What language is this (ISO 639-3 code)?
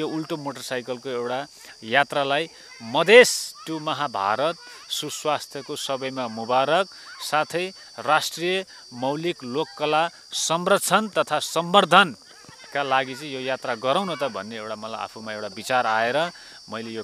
nep